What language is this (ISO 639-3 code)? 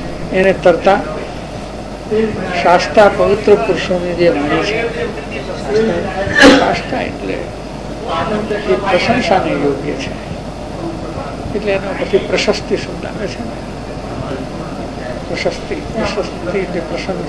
guj